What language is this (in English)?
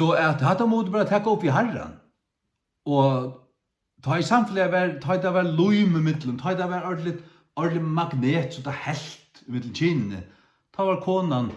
Faroese